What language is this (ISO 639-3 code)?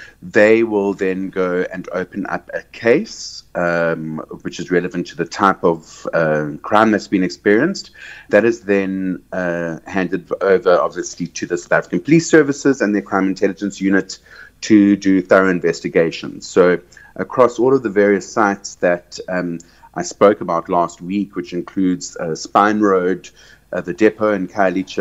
eng